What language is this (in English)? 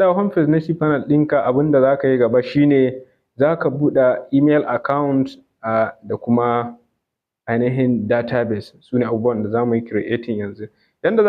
Hausa